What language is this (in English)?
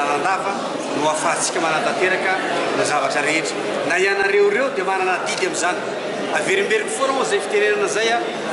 Malagasy